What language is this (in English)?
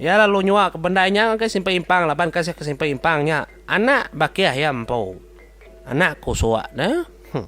Iban